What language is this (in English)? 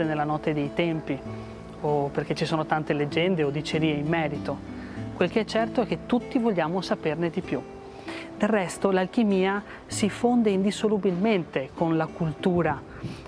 Italian